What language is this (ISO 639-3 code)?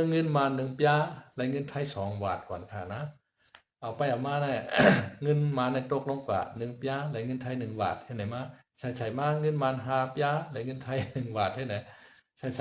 shn